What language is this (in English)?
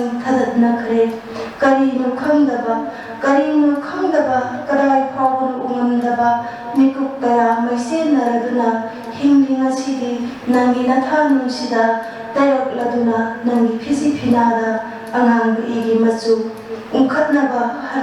Manipuri